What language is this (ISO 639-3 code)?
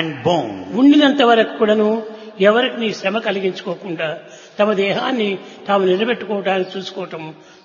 tel